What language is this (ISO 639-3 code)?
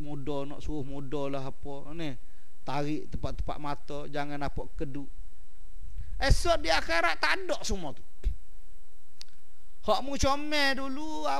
msa